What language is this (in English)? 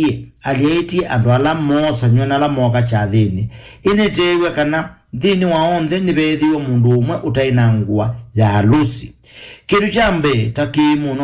Kamba